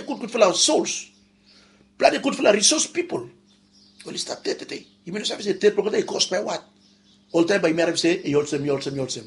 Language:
Bislama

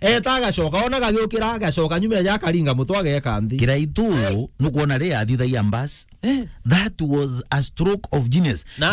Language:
Meru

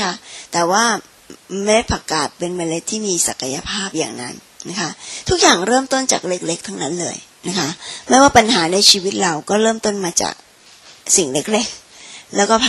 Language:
Thai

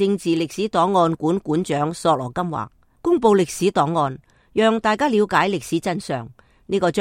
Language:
Cantonese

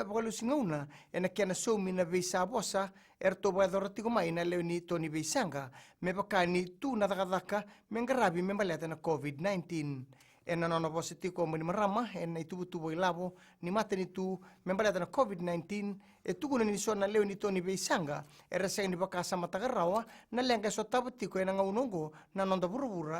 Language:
Fijian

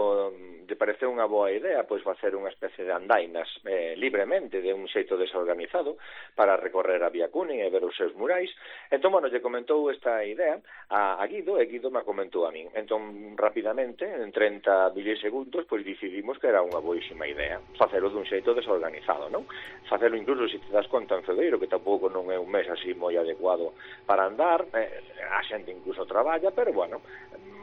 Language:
Galician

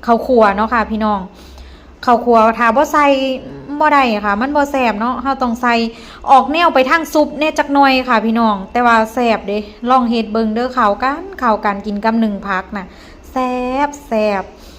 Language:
Northeastern Thai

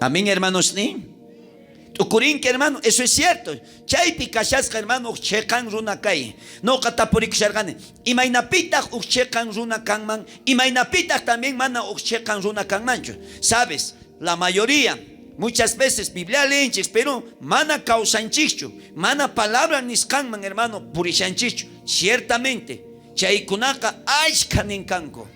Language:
South Bolivian Quechua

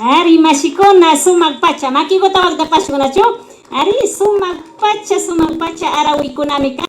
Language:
Imbabura Highland Quichua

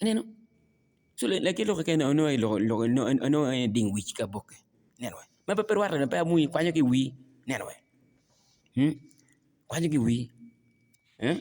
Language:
Acoli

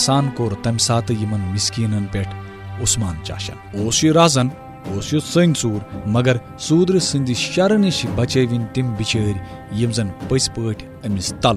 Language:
Kashmiri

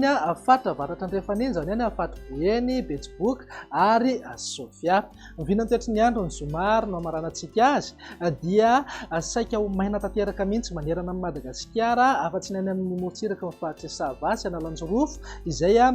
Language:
Malagasy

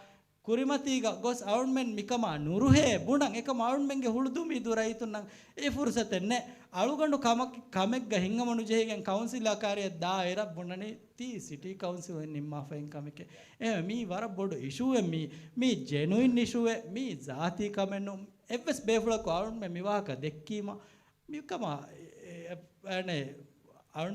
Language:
Divehi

